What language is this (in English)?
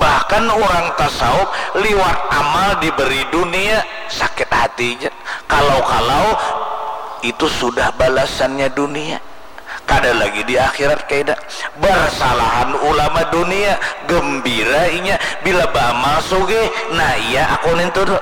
Banjar